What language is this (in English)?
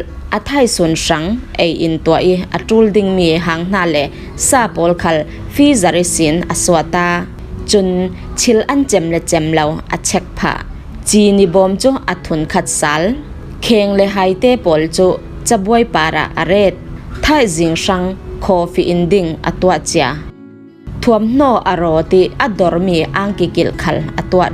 Falam Chin